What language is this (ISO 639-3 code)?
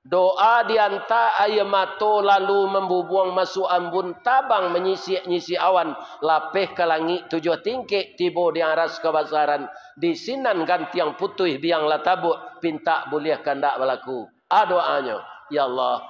min